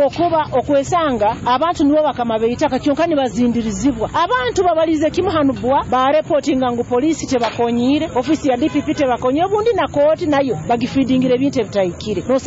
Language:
Nyoro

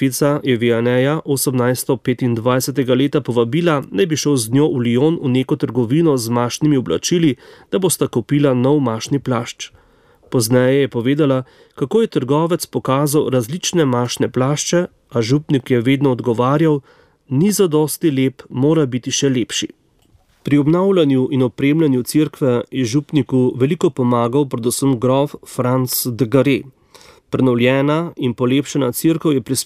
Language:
Slovenian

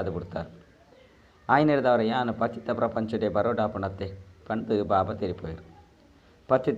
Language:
Tulu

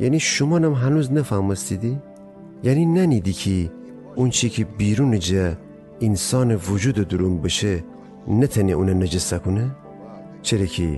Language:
Gilaki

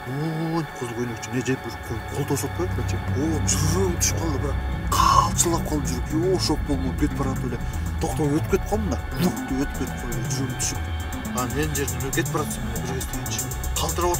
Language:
Kyrgyz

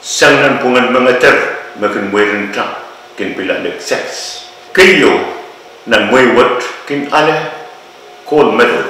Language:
Pohnpeian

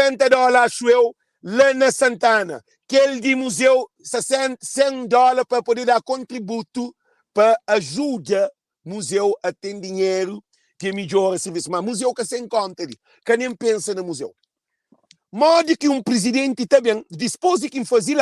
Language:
Kabuverdianu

